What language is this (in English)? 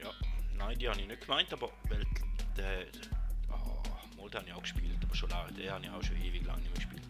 Swiss German